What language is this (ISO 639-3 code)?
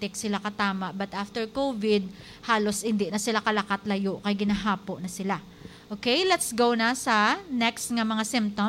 hil